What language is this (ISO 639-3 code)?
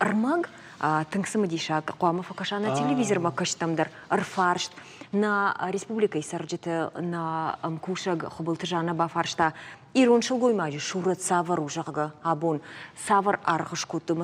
oss